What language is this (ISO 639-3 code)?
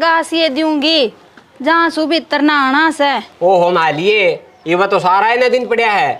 bgc